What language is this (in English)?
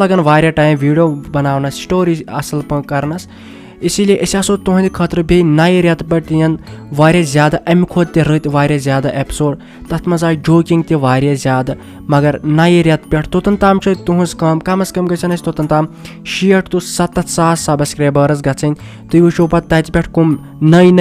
Kashmiri